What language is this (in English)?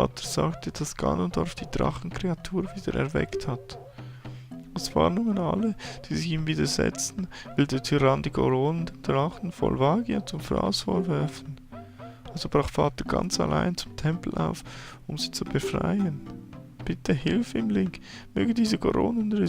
Swiss German